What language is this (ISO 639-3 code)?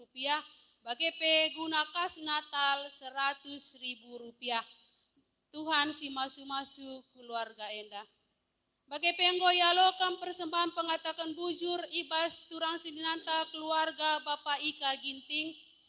btx